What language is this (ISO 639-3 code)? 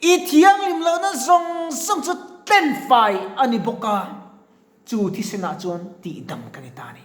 lus